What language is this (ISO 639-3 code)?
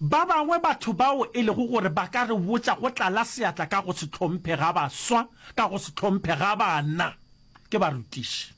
nso